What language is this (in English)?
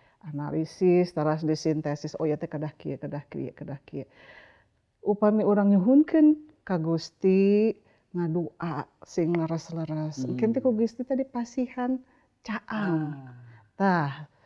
Sundanese